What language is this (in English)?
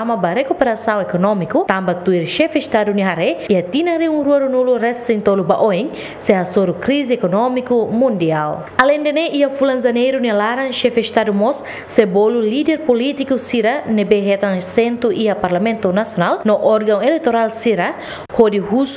Tetum